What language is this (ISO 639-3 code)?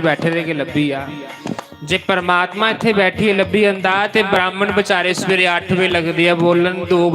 doi